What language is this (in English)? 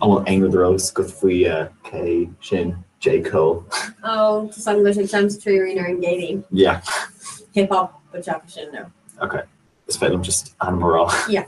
Irish